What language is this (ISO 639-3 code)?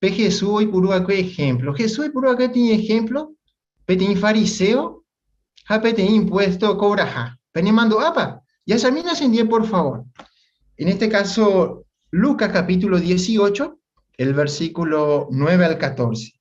grn